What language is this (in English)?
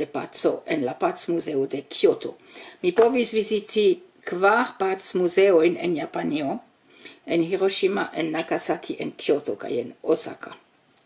Esperanto